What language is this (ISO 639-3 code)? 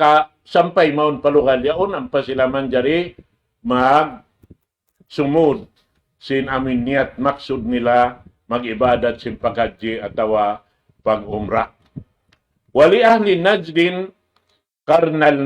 tsg